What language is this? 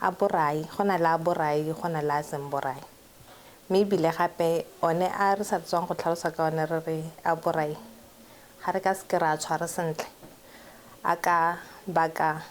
Tswana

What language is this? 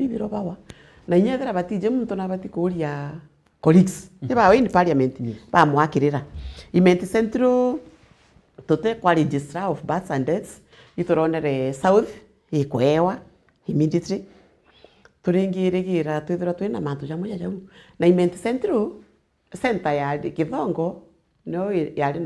Meru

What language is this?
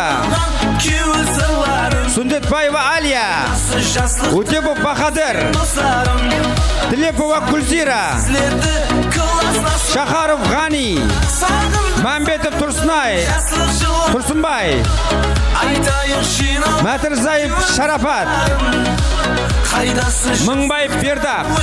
Kara-Kalpak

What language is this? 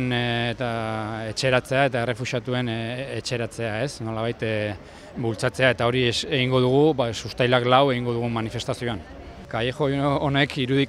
Basque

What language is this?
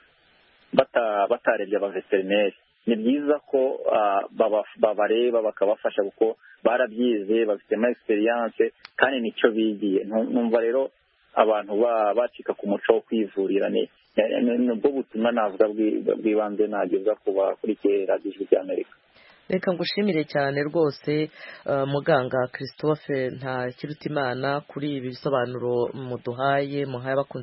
Kinyarwanda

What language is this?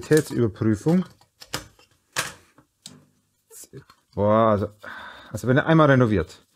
German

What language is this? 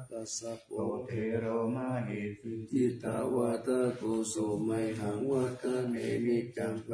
Pali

